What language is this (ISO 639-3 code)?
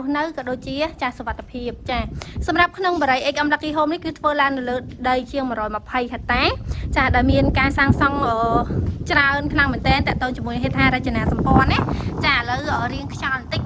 khm